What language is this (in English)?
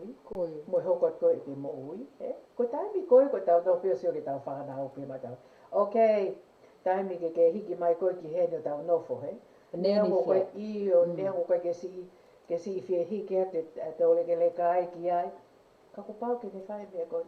Tongan